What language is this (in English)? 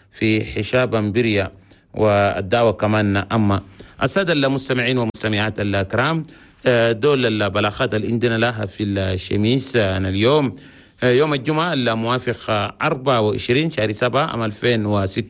Chadian Arabic